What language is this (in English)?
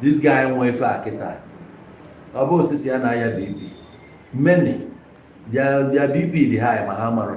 Igbo